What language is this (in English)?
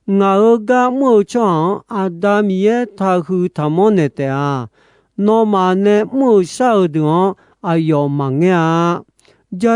Akha